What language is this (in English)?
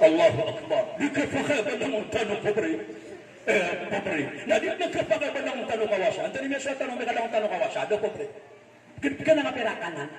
Maranao